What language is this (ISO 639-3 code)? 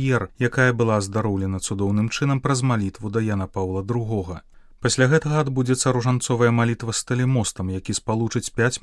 bel